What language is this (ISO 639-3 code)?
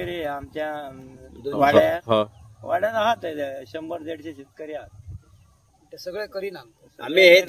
kok